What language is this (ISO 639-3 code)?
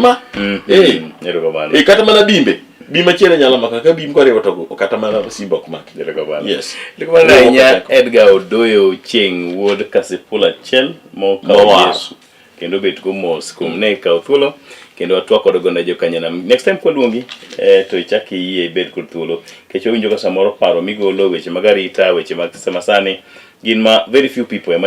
luo